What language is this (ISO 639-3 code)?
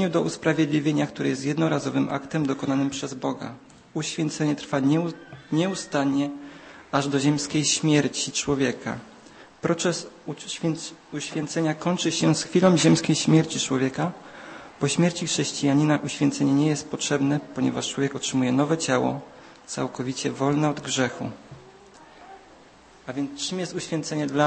pol